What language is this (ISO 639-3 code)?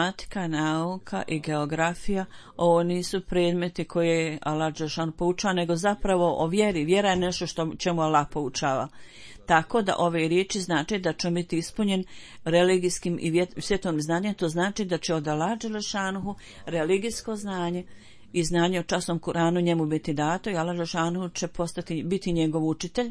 bos